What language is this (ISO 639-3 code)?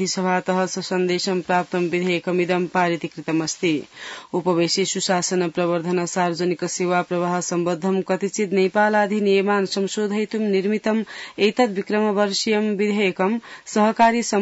san